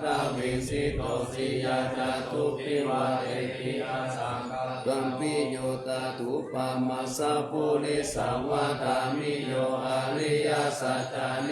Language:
Pali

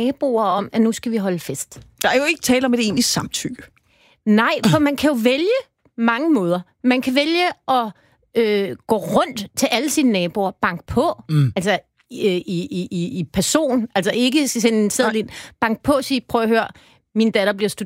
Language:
Danish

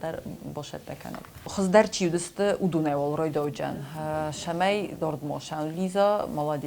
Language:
Ossetic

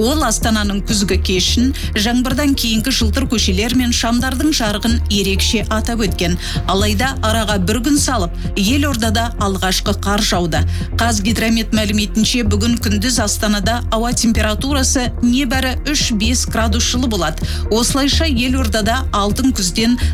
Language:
Kazakh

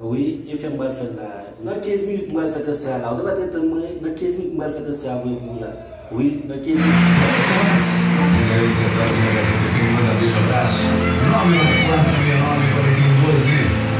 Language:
Haitian Creole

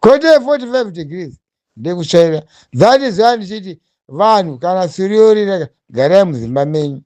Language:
Shona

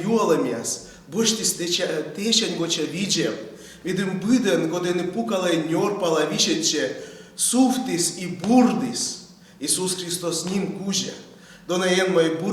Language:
Komi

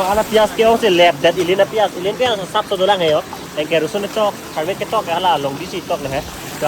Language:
Karbi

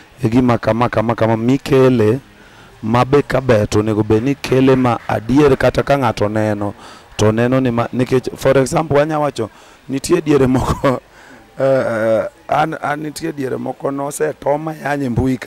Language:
Luo (Kenya and Tanzania)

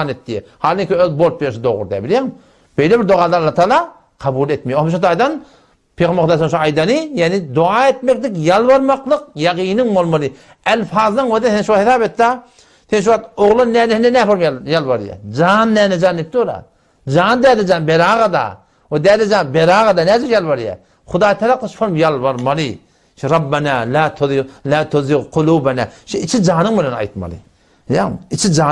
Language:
Turkmen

